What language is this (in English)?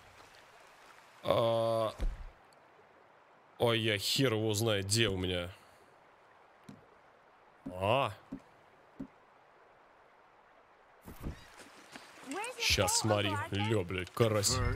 Russian